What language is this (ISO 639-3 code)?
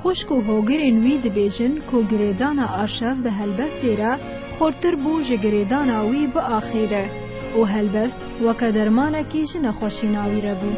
kur